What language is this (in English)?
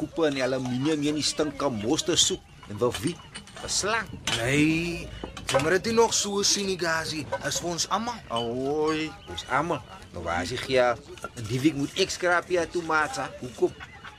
Afrikaans